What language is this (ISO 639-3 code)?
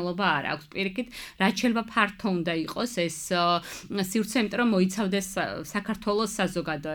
kat